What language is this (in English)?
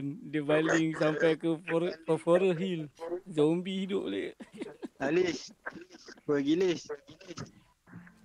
Malay